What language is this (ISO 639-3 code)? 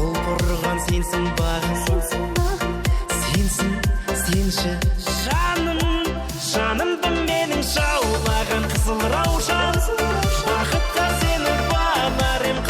kaa